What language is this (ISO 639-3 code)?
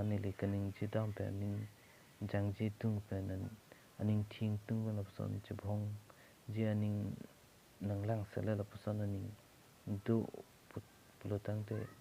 mjw